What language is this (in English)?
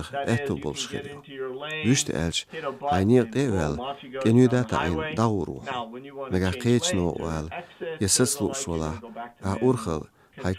Chechen